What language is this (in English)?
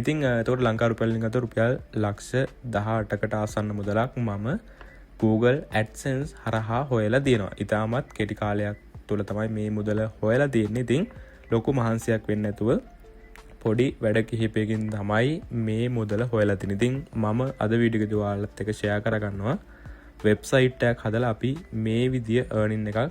Sinhala